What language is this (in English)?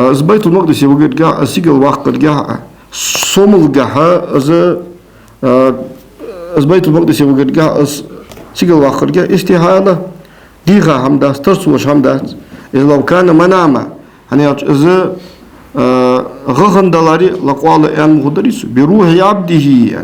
Ingush